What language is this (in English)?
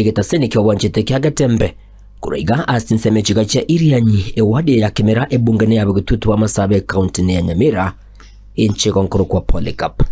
Gusii